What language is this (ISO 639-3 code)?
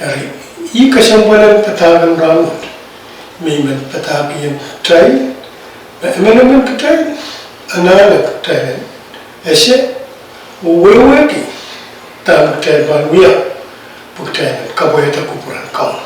pon